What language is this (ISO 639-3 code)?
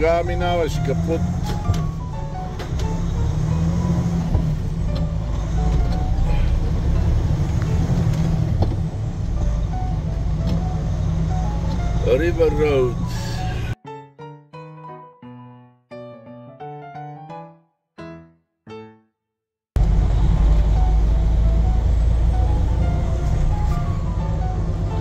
bul